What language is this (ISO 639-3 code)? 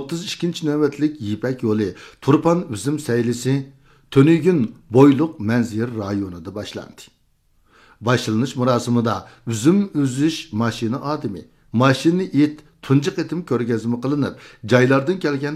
uig